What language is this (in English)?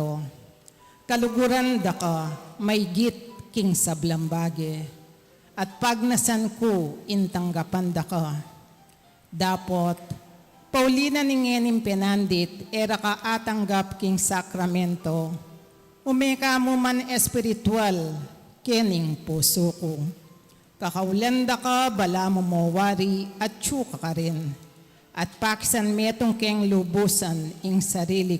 Pampanga